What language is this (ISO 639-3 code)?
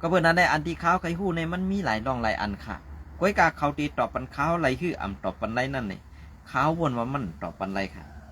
shn